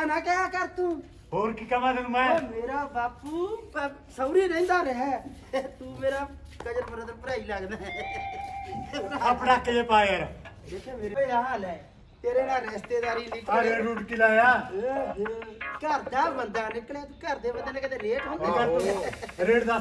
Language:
Punjabi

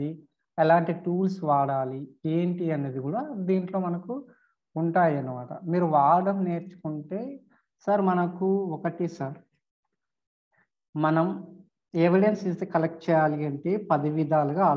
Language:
Telugu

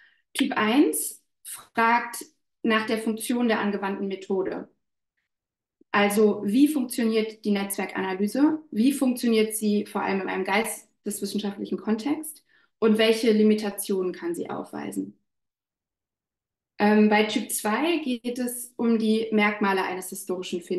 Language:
German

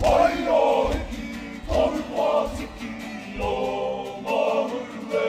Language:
Māori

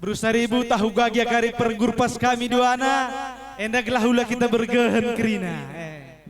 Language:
Batak Karo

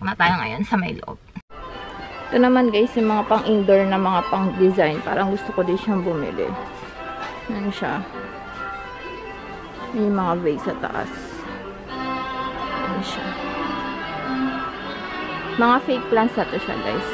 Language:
Filipino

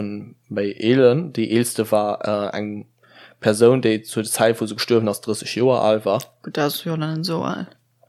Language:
Luxembourgish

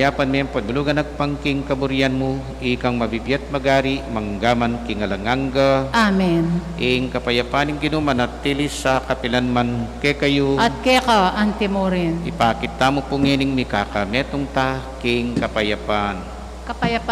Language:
Pampanga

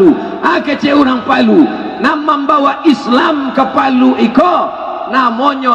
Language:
Minangkabau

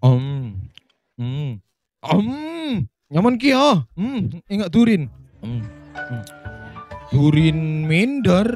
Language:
Madurese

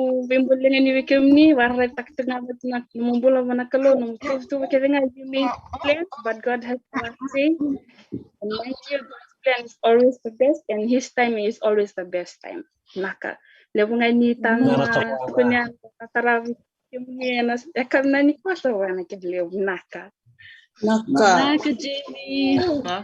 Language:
Fijian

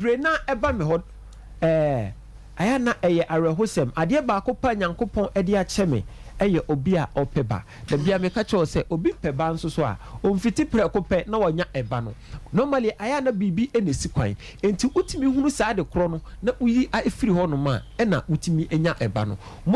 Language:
Akan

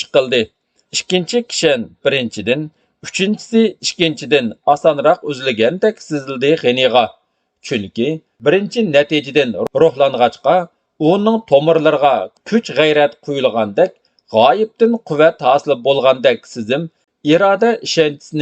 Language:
Uyghur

